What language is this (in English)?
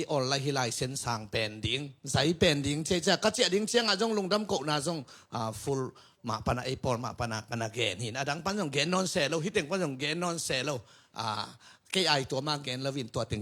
Tedim Chin